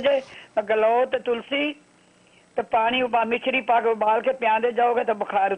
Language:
Punjabi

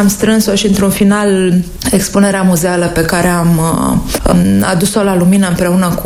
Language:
Romanian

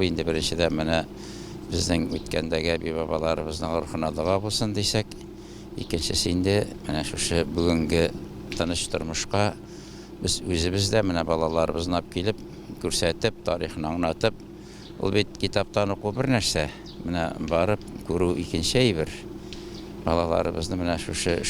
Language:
Tatar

